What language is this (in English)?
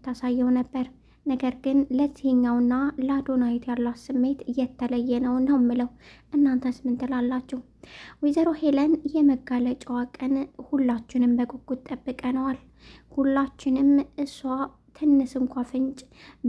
Amharic